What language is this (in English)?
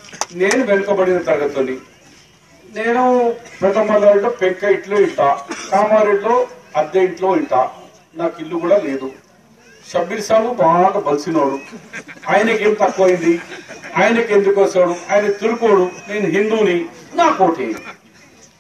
Telugu